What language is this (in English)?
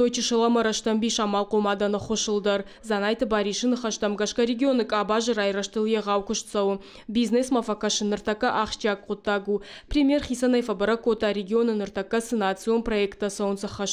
Ossetic